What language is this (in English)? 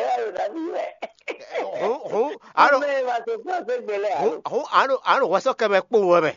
Fon